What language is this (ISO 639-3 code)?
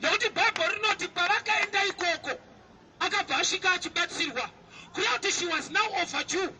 sna